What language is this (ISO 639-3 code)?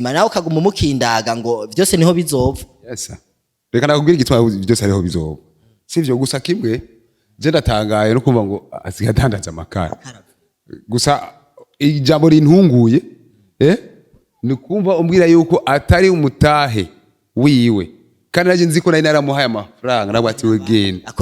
run